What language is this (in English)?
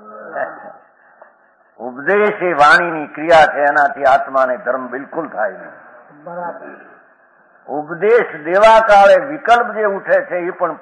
Gujarati